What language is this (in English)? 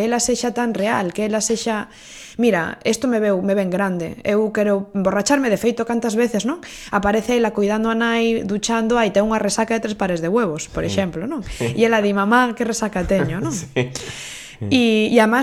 Galician